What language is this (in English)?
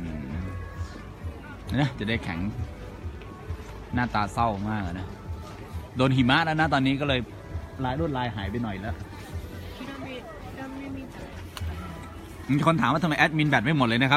Thai